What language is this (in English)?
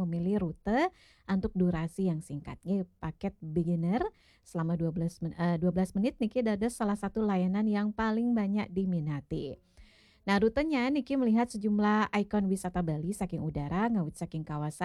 Balinese